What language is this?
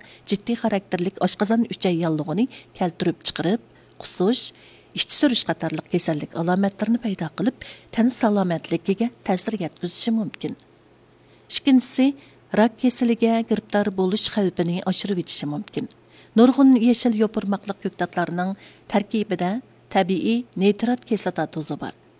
Uyghur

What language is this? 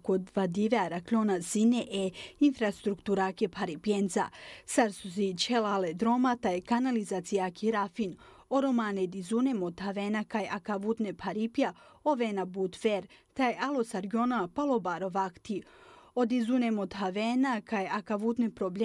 Bosnian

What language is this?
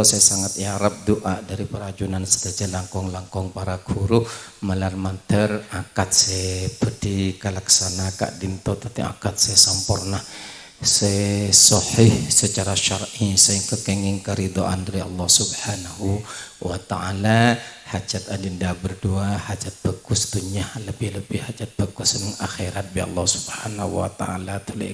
Madurese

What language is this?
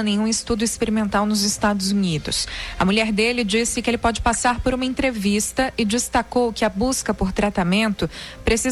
Portuguese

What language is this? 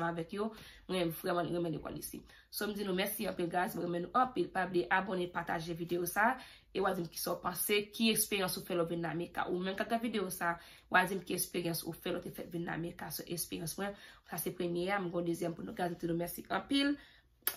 Haitian Creole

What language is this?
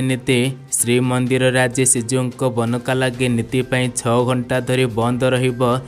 Odia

